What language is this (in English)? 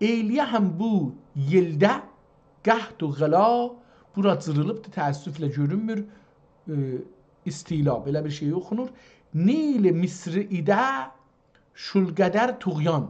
South Azerbaijani